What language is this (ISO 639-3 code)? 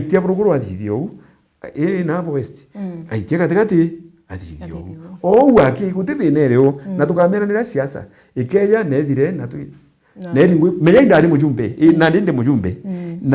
mer